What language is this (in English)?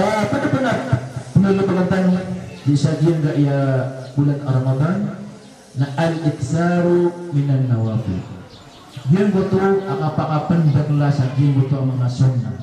Maranao